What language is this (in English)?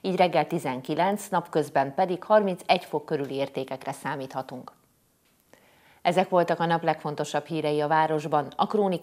Hungarian